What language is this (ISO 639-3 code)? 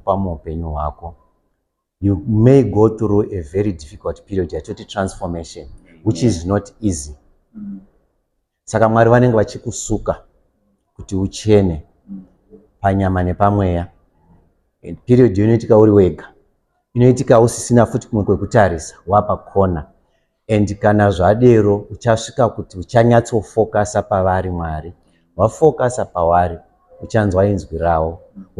sna